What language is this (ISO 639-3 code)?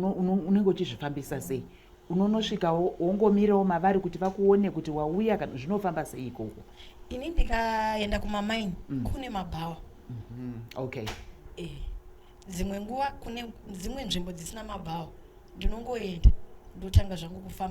sna